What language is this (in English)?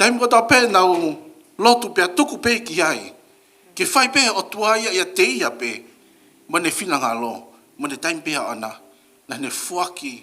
Tongan